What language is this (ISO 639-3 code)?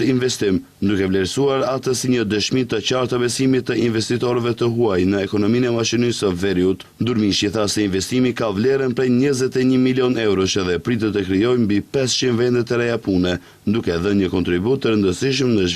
sqi